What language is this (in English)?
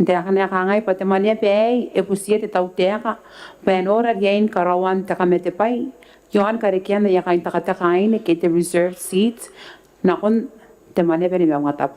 Gilbertese